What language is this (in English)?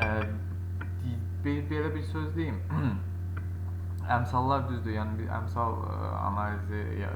Azerbaijani